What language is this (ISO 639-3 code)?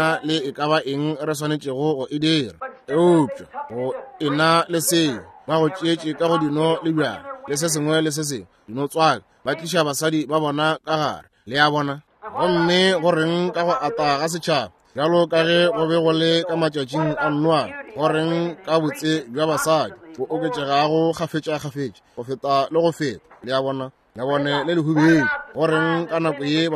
nso